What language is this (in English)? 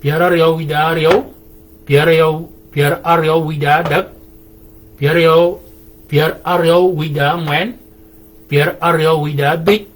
Shilluk